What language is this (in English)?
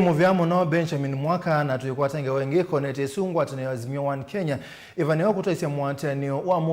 Kamba